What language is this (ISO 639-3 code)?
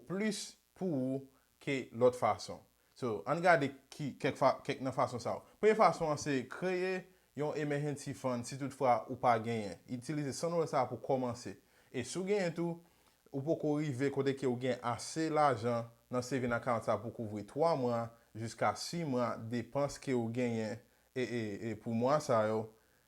hat